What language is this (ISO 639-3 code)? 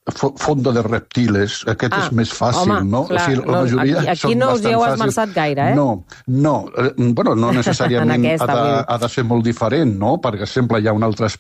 cat